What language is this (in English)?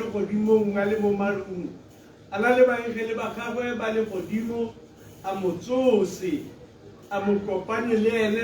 Tswana